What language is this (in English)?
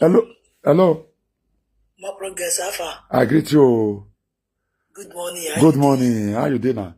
Nigerian Pidgin